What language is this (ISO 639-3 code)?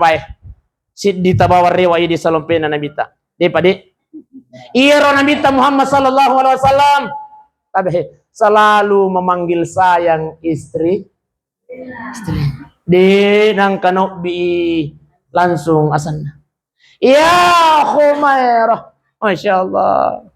bug